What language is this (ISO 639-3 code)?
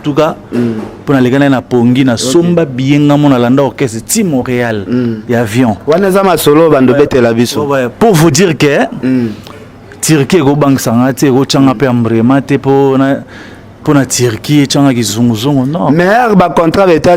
lin